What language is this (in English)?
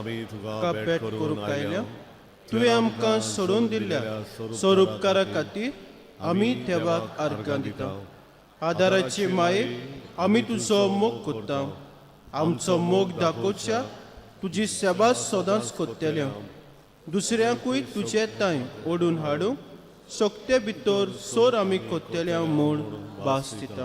Konkani